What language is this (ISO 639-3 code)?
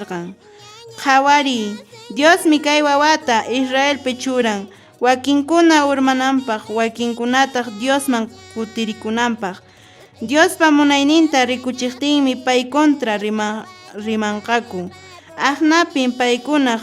que